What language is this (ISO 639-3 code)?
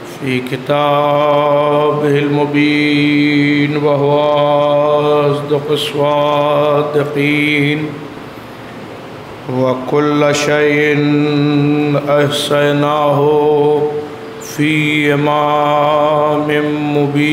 urd